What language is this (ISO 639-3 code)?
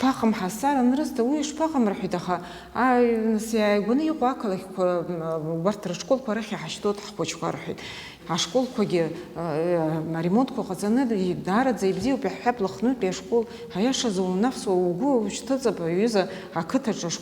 abk